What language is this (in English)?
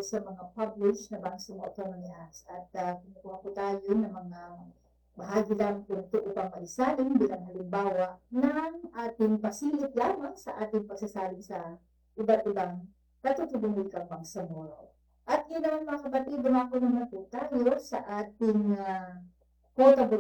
Filipino